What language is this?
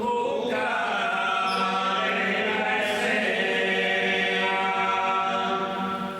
Sardinian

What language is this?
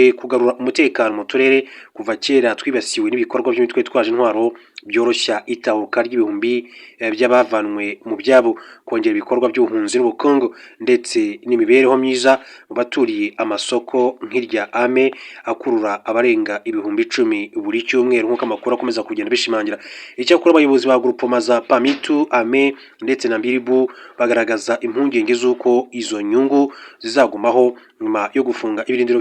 Kinyarwanda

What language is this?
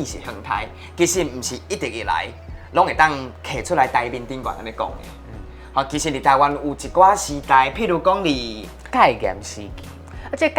Min Nan Chinese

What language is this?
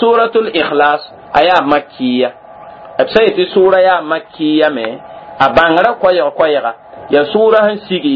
Mossi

